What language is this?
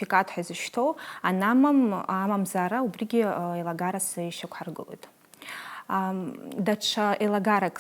Abkhazian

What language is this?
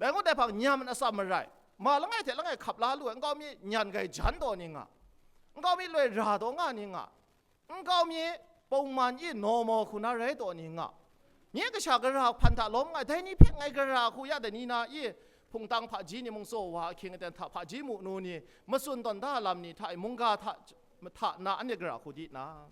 Kachin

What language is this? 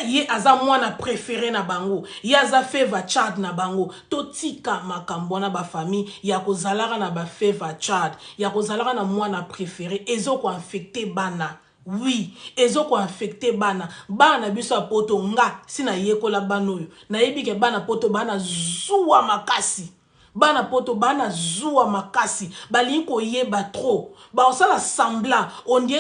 Lingala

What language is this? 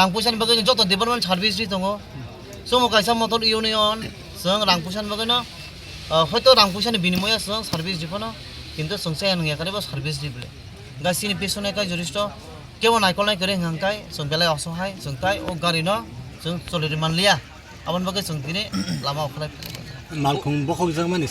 Kok Borok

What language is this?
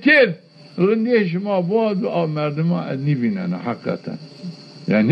Zaza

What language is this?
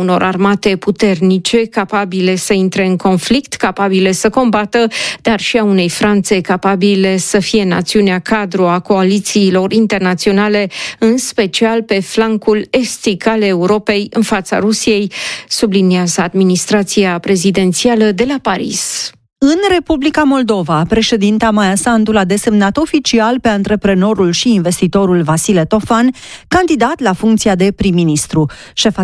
Romanian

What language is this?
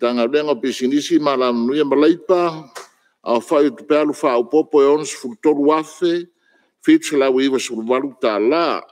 Samoan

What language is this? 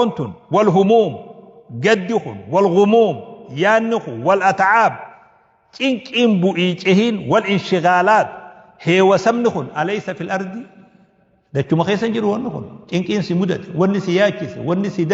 Oromo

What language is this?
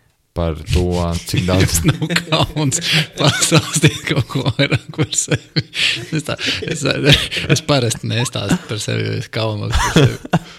Latvian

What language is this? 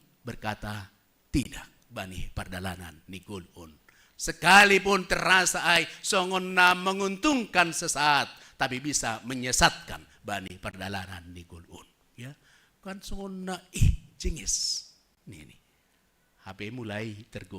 Batak Simalungun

